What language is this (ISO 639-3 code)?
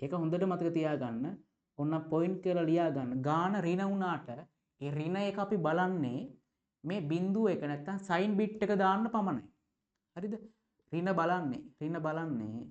sin